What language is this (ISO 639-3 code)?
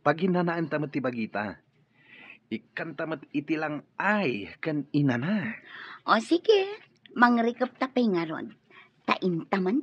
ilo